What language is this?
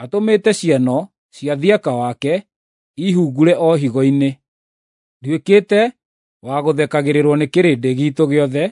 Kikuyu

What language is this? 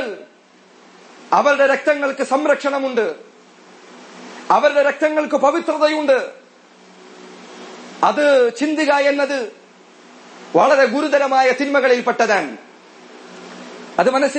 Malayalam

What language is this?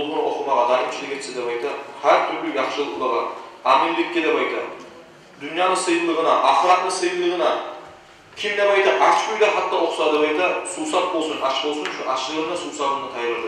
Kumyk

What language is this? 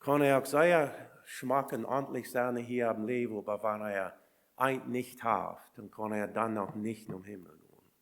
Plautdietsch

